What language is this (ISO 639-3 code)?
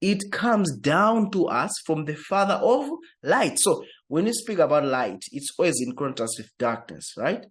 eng